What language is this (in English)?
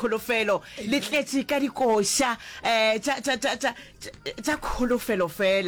Northern Sotho